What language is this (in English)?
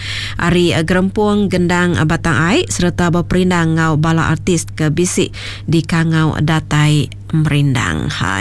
Iban